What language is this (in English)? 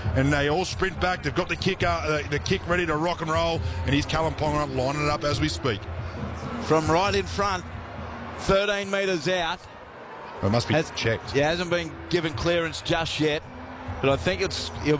English